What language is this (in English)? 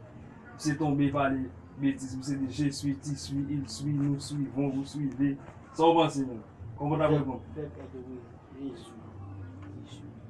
Haitian Creole